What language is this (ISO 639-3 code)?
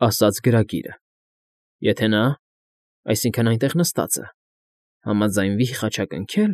hye